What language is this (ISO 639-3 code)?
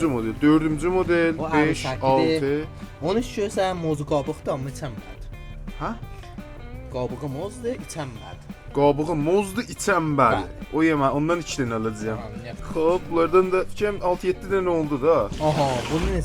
azb